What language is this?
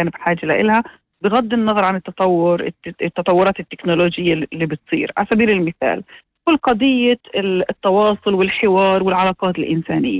North Levantine Arabic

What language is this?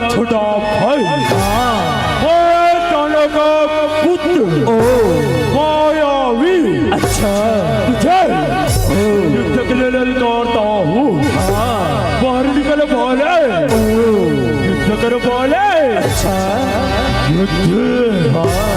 Chhattisgarhi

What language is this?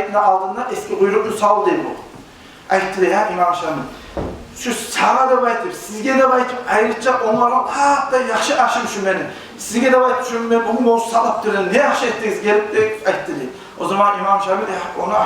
Kumyk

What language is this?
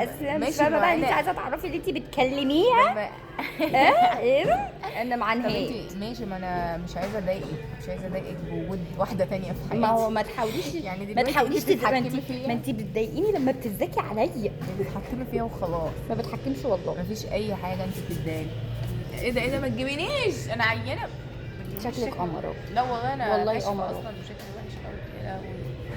Egyptian Arabic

